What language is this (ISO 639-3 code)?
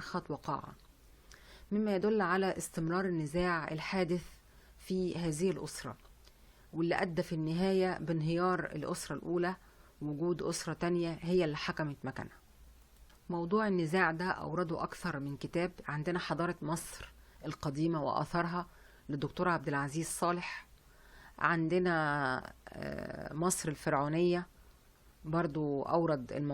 arz